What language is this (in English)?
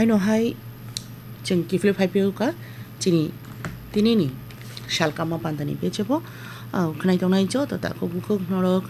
Kok Borok